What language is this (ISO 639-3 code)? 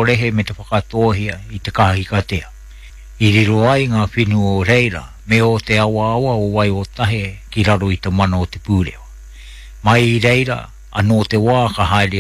mri